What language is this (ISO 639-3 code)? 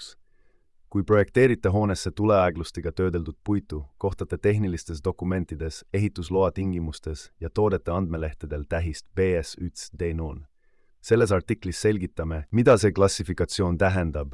est